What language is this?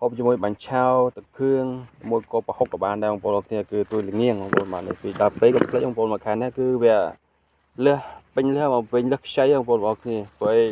Khmer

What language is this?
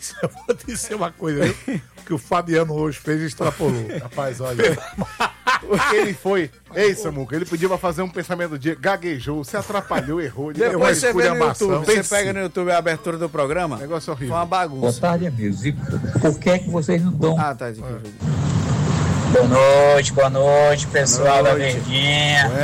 Portuguese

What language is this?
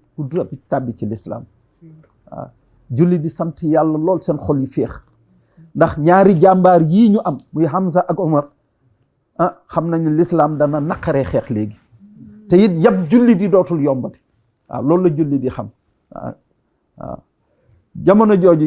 Wolof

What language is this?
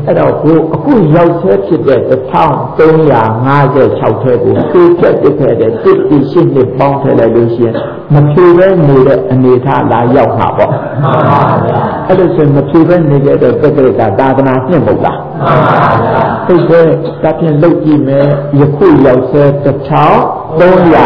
Burmese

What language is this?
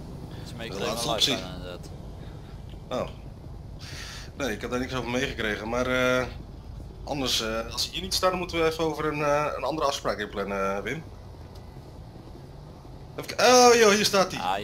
Dutch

